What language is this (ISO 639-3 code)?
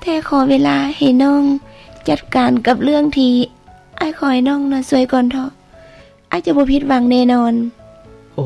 lao